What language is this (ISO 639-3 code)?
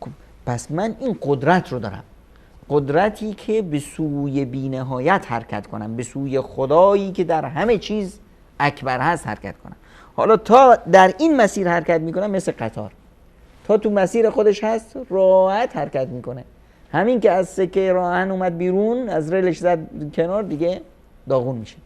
fas